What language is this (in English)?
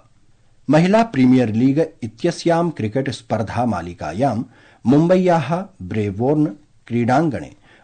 Sanskrit